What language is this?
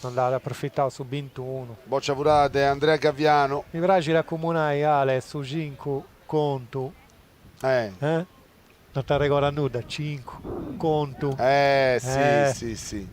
Sardinian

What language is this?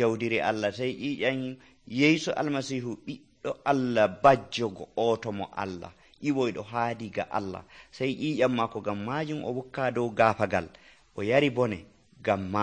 Nigerian Fulfulde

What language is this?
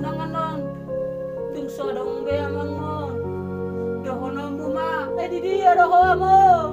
Batak Toba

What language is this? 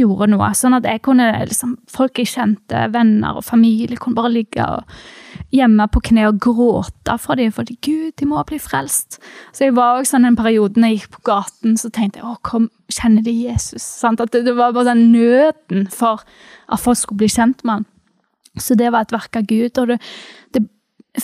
Norwegian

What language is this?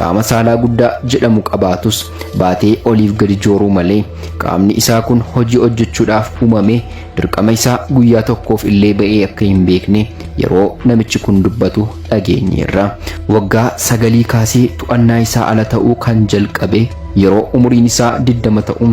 Oromo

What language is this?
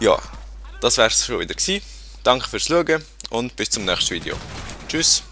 Swiss German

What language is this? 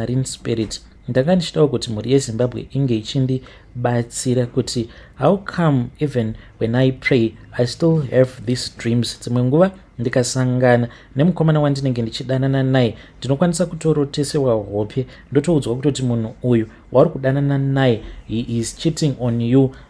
Shona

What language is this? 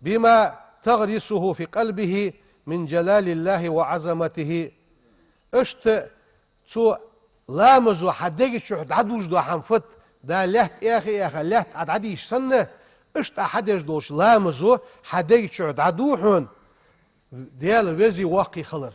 Ingush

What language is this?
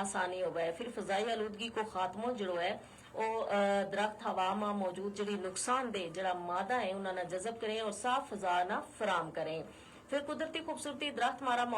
Gujari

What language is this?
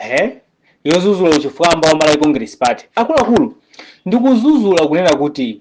Nyanja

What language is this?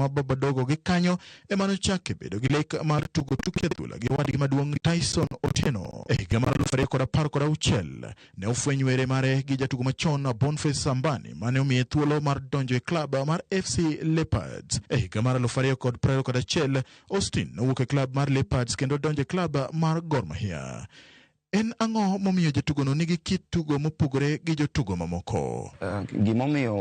Luo (Kenya and Tanzania)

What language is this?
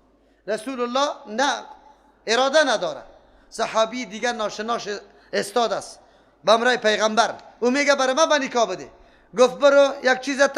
Persian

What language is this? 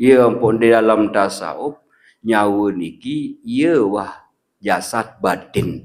Sasak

